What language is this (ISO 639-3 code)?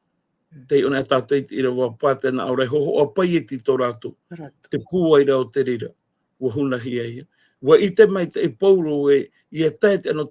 tah